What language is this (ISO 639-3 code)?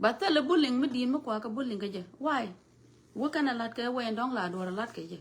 nus